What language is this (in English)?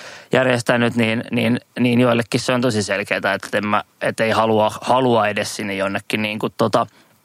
Finnish